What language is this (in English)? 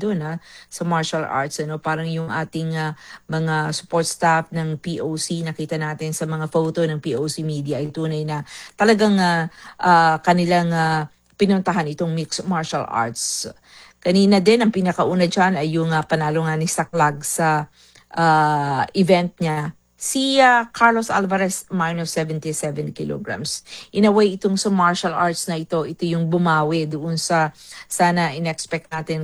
Filipino